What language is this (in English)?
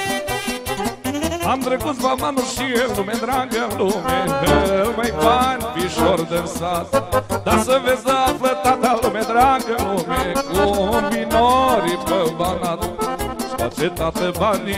Romanian